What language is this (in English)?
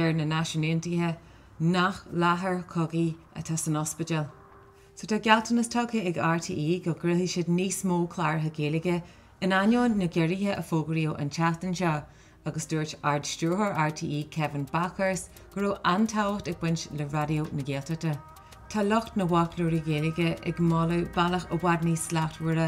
Irish